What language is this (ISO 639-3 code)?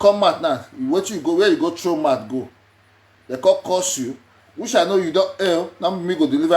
pcm